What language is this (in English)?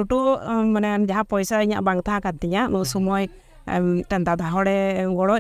Santali